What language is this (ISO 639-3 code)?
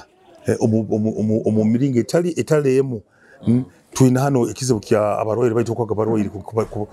nyo